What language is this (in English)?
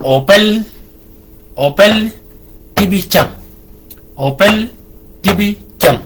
Shilluk